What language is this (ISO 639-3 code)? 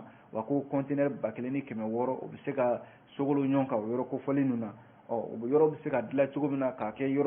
bam